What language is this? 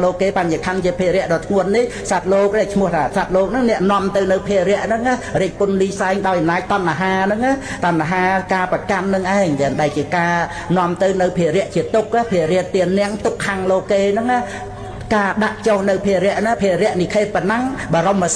Khmer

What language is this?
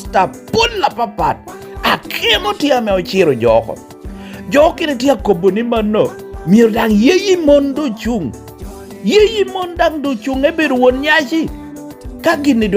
Lango (Uganda)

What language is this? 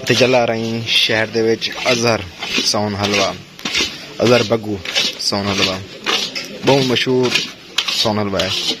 Saraiki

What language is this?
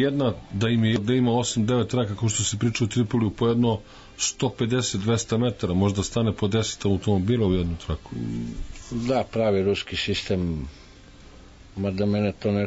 Serbian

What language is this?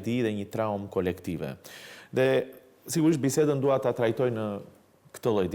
Albanian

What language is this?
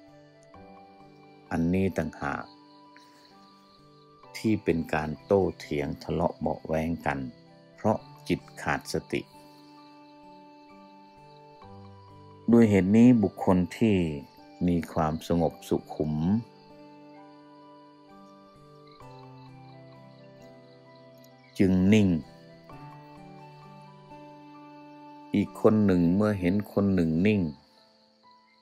Thai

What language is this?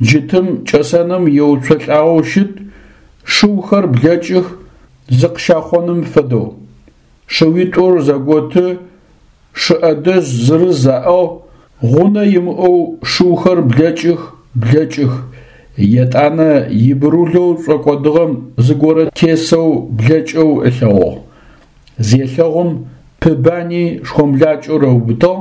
Adyghe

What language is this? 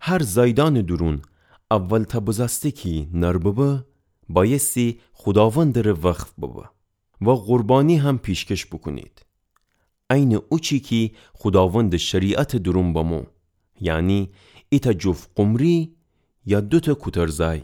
Gilaki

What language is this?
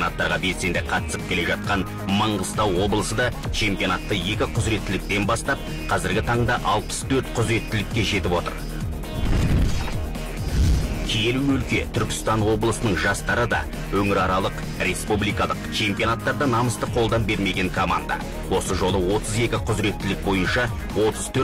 Kazakh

